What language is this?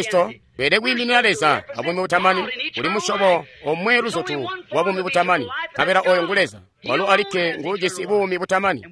Tonga (Zambia)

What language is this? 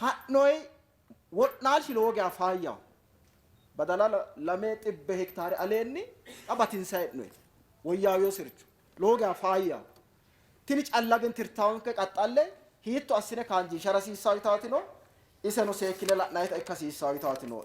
Sidamo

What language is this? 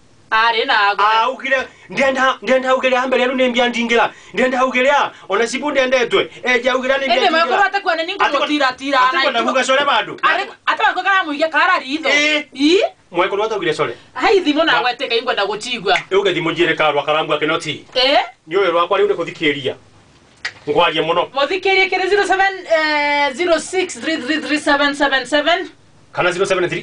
Meru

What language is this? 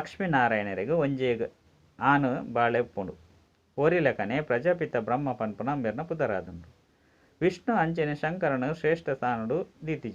Tulu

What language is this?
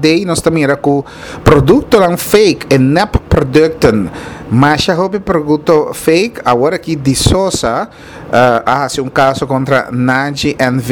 Papiamento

